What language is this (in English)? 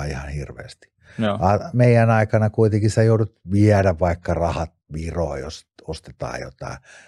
Finnish